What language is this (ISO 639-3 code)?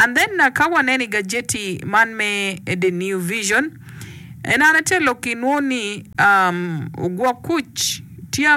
ach